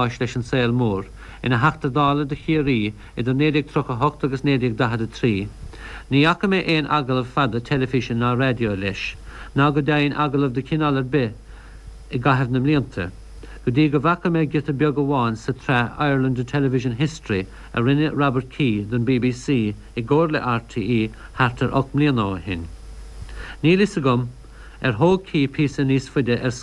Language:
Irish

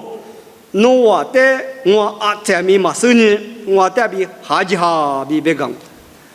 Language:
Lisu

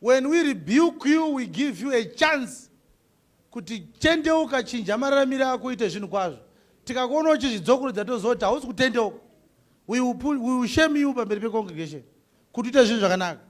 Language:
Shona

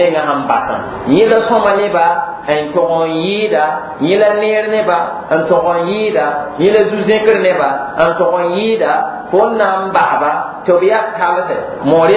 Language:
Mossi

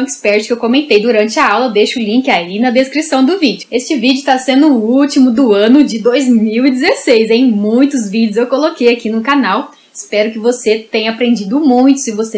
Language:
Portuguese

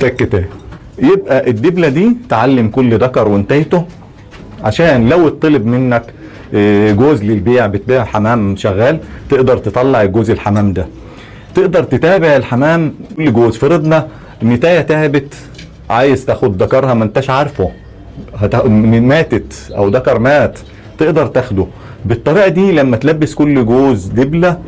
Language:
Egyptian Arabic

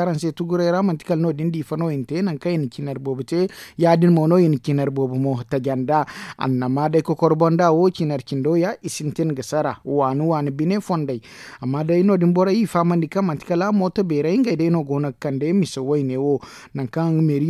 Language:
Zarma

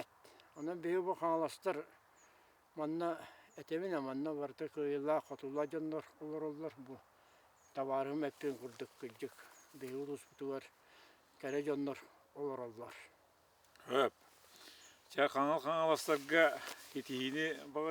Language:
Yakut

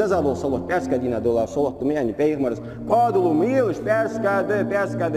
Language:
Ingush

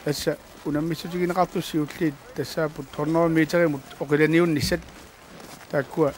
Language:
Kalaallisut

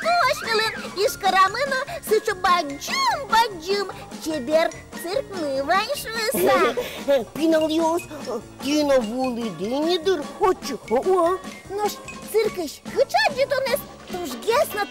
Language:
Udmurt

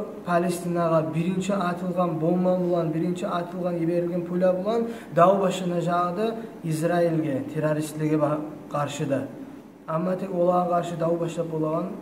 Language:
Kumyk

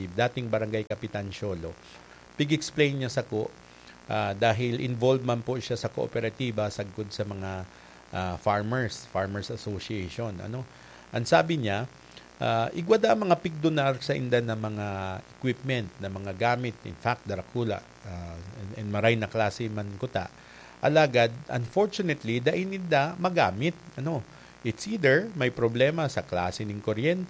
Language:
Bikol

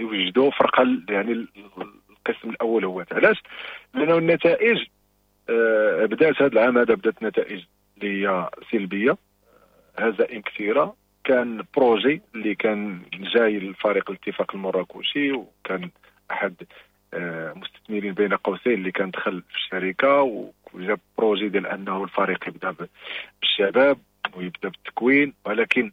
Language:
Moroccan Arabic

